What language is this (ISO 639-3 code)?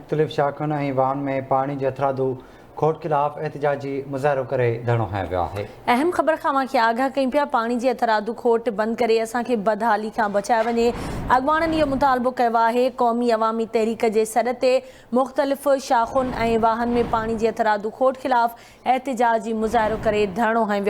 snd